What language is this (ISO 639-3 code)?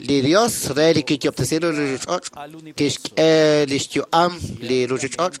kek